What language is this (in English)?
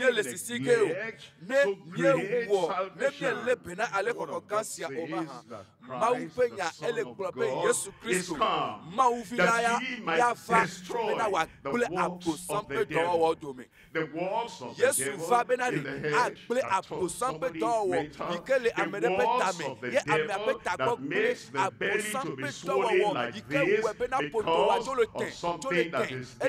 Ewe